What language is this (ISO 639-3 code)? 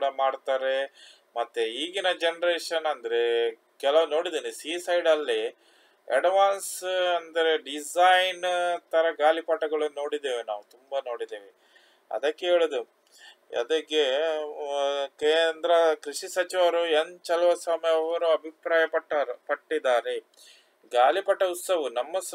kan